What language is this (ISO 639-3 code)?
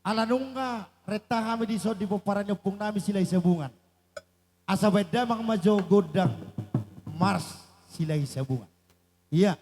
bbc